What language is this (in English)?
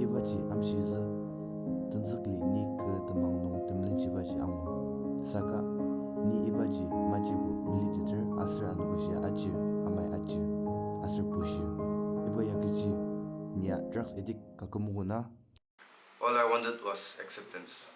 Ao Naga